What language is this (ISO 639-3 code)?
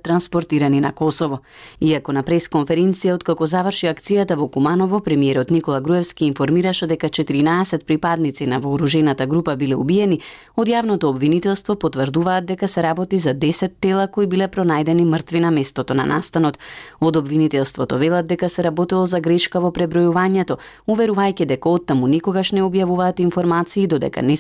mkd